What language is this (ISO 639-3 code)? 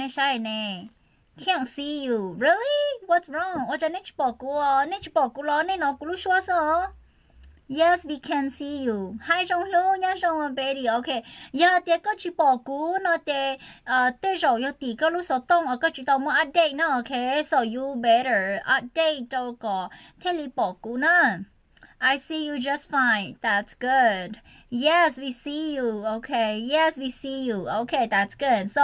hmn